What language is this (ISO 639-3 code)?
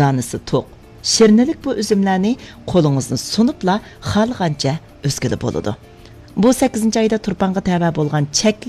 uig